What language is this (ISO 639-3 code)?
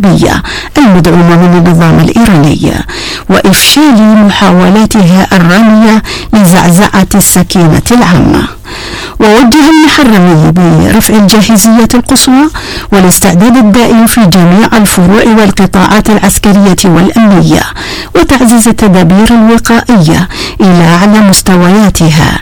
ara